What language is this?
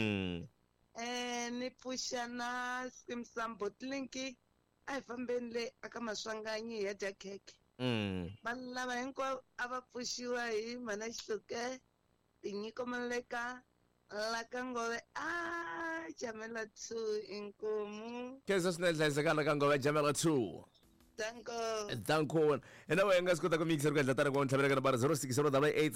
Tsonga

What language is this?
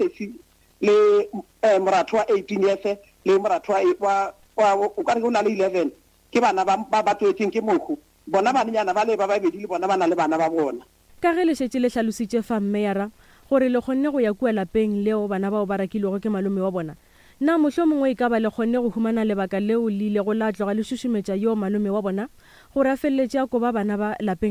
Northern Sotho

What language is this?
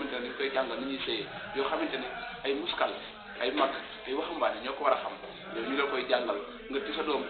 Wolof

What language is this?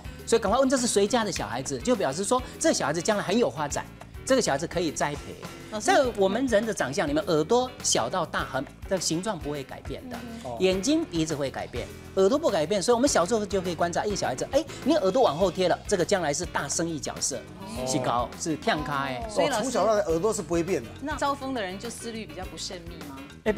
Chinese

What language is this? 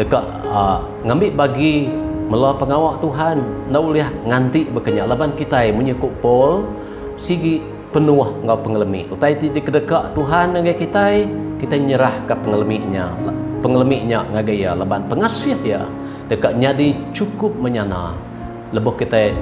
Iban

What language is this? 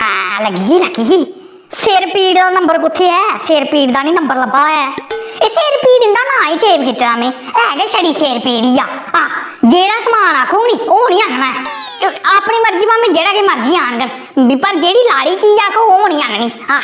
Dogri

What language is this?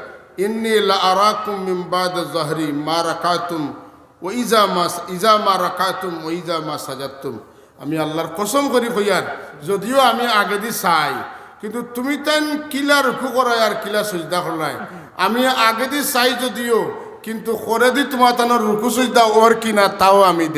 Sylheti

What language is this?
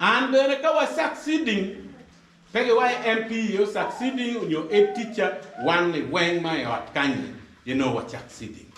Acoli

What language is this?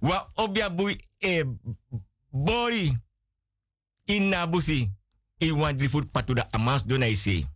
Sranan Tongo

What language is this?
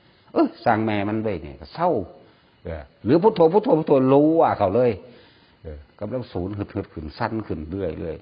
Northeastern Thai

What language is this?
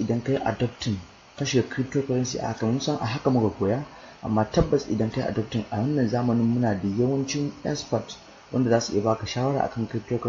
Hausa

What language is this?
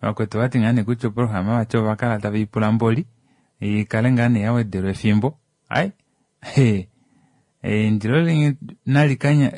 Kuanyama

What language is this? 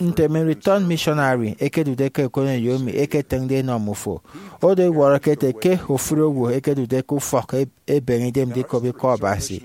Efik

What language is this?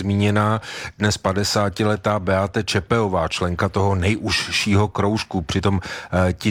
Czech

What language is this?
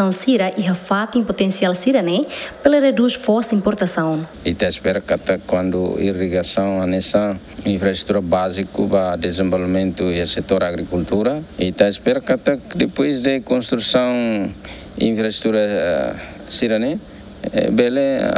Tetum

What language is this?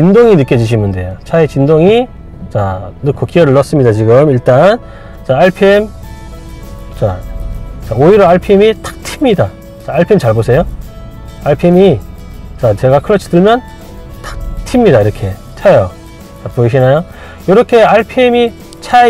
Korean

